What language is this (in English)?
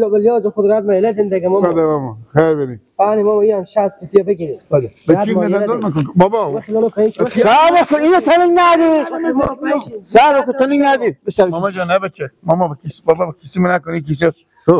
Persian